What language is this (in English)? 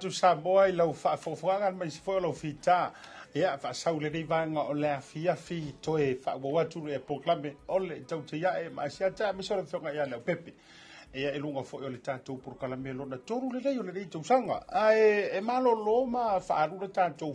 Samoan